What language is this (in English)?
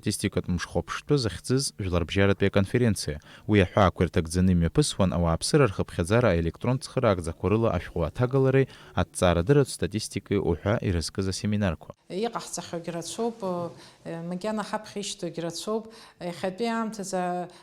Abkhazian